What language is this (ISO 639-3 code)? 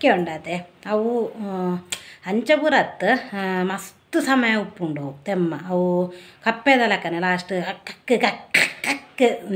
tcy